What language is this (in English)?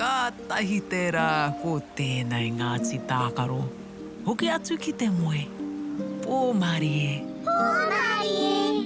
Māori